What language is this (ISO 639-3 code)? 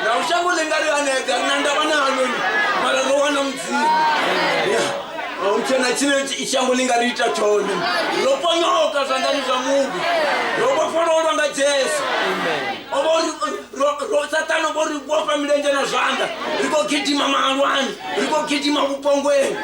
ven